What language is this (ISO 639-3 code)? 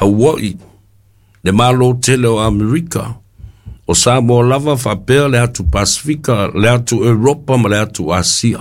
smo